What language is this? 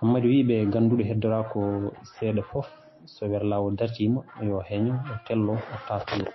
Fula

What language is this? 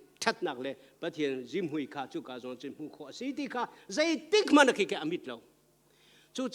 Hakha Chin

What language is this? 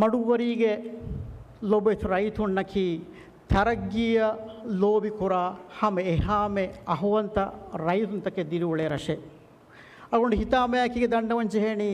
Divehi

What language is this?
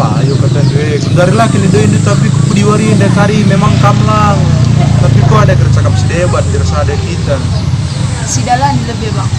Batak Karo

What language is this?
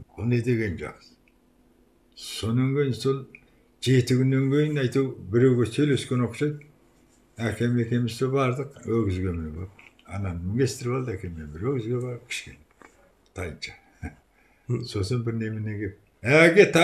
Kazakh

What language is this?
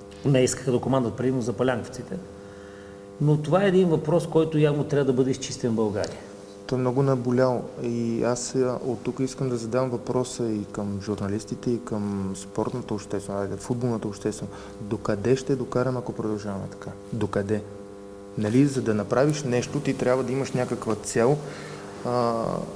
Bulgarian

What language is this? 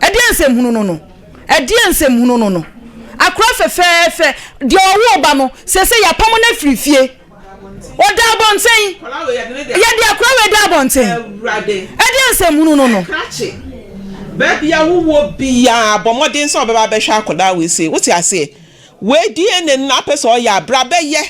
Akan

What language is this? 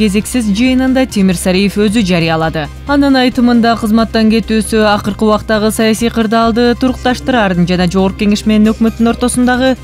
Kyrgyz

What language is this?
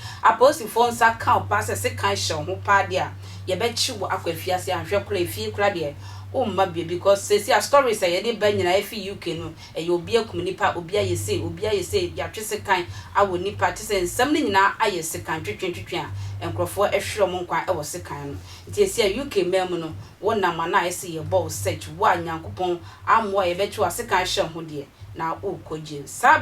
Akan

